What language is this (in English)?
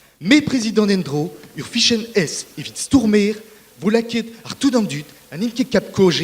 Breton